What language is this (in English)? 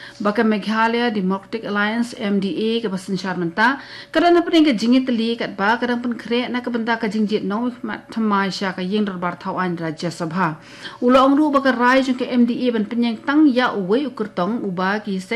Khasi